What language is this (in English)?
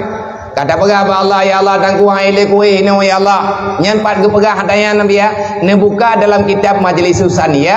Achinese